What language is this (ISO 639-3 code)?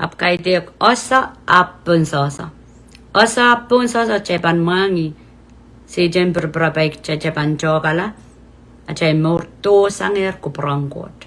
pon